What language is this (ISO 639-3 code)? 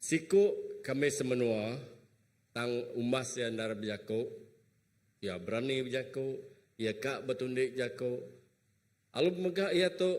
iba